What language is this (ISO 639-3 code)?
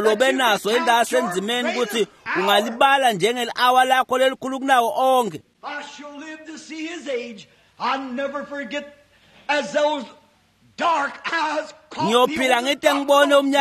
ssw